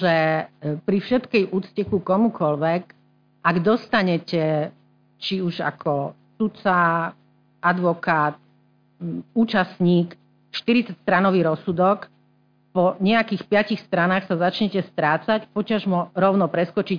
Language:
Slovak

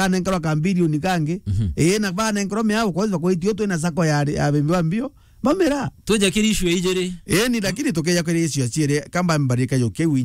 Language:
Meru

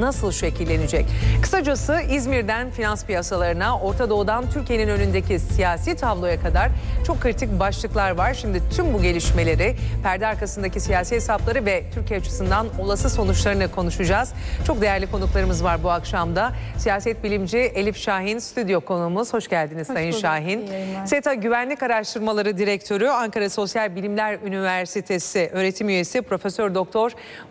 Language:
Turkish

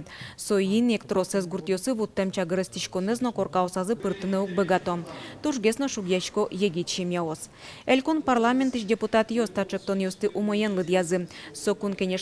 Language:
Udmurt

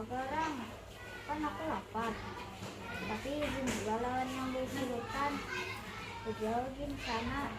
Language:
Banjar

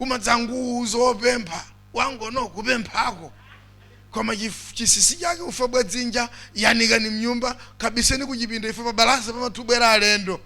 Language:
Nyanja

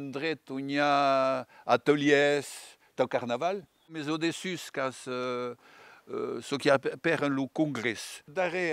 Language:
Occitan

